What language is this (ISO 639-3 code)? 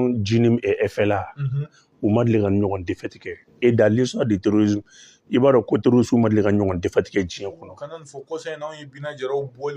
bam